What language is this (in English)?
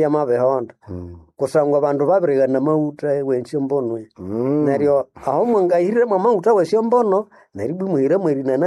Nande